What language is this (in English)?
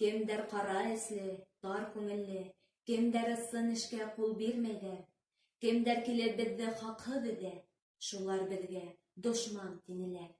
Bashkir